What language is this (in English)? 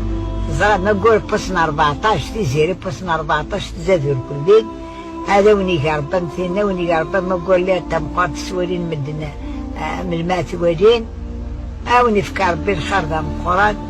Kabyle